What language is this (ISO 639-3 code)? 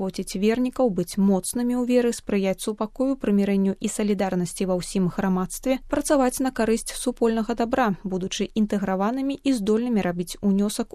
bel